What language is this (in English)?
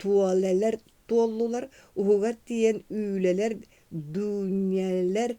Yakut